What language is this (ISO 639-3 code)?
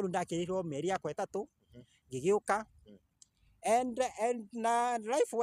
kik